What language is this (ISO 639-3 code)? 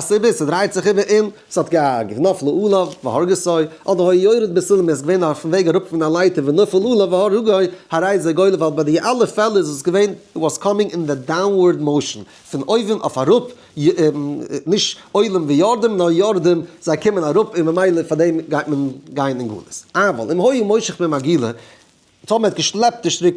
yid